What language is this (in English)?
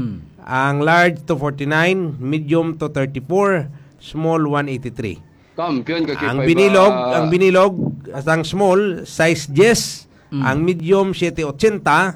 Hiligaynon